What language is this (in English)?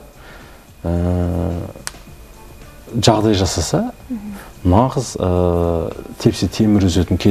Kazakh